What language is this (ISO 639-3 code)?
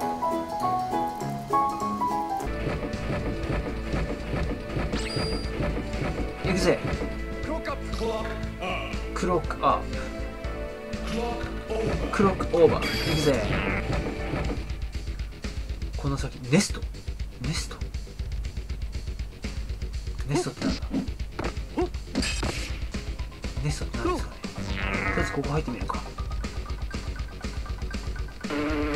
jpn